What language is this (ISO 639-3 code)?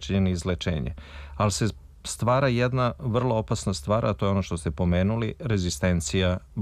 srp